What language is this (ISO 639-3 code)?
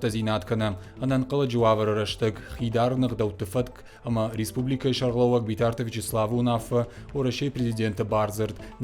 oss